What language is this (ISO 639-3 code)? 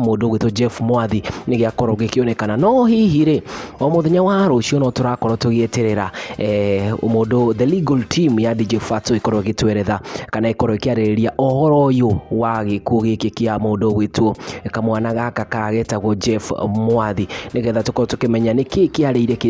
kik